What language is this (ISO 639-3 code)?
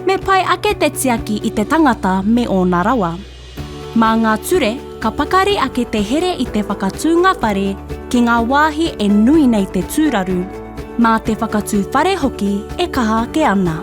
mri